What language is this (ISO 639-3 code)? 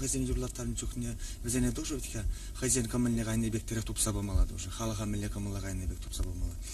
chv